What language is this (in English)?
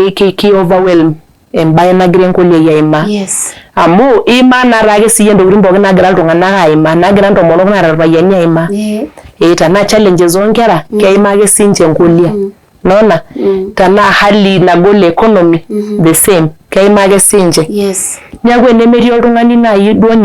Masai